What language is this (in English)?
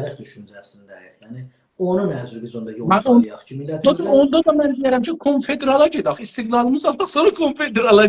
South Azerbaijani